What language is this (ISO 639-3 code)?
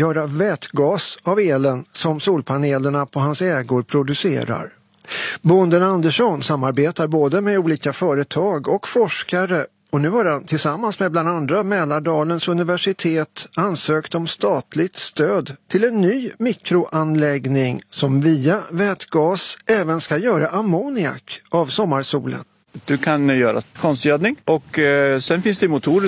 swe